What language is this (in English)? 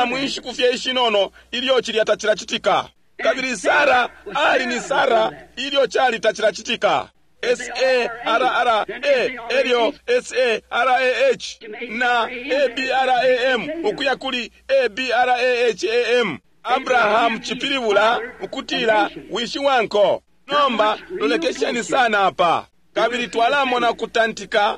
Bemba